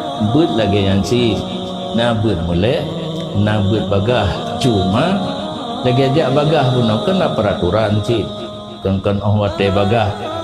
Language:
Achinese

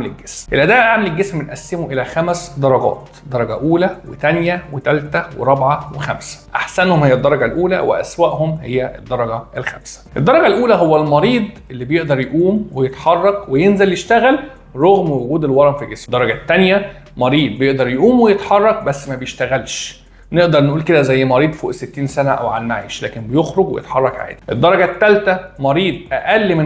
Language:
Egyptian Arabic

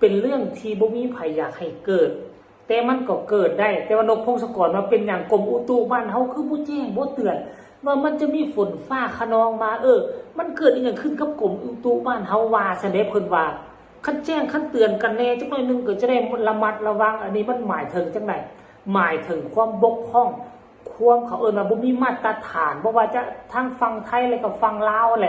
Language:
Northeastern Thai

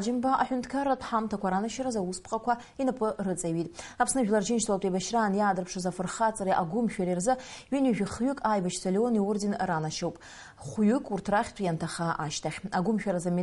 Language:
Abkhazian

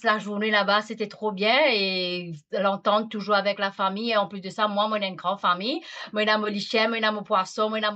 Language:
Morisyen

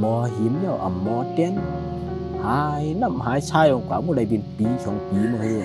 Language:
Shan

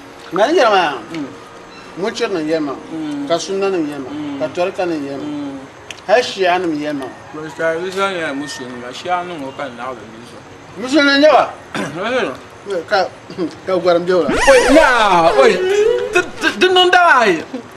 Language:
Dagbani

